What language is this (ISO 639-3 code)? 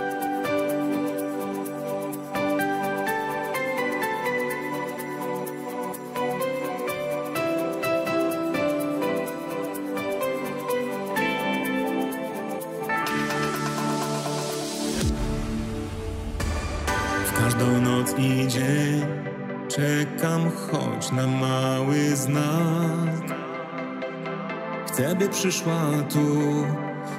pol